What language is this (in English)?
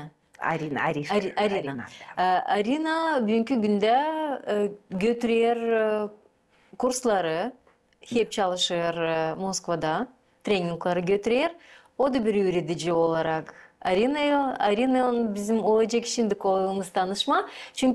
Gagauz